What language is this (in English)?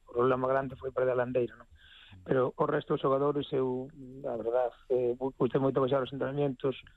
Galician